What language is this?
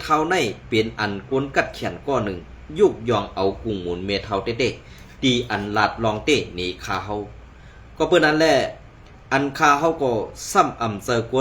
Shan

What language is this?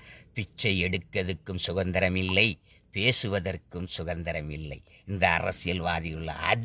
Tamil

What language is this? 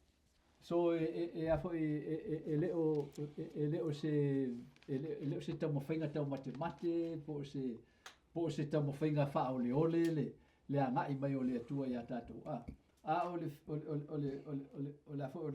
Samoan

